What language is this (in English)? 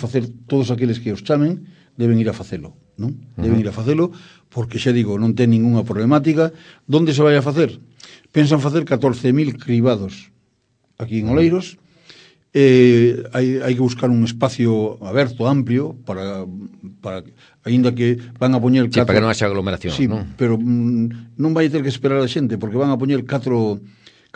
Galician